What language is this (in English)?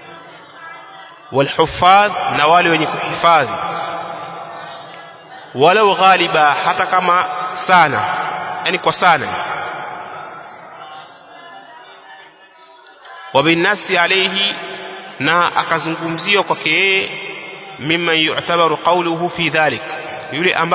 Swahili